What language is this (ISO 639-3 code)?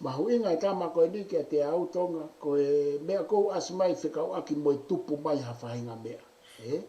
ton